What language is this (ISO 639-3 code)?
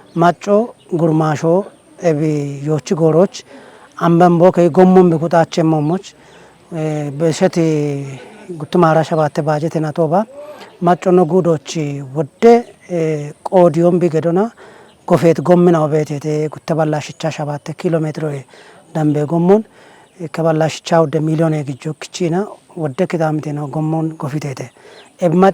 kbr